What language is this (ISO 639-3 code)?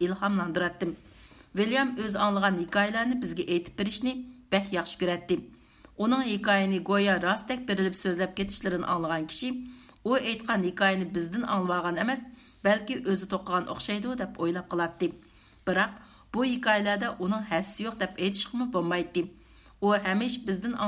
uig